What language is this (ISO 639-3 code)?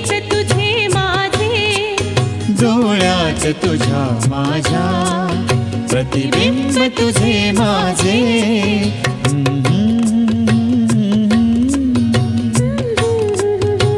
mar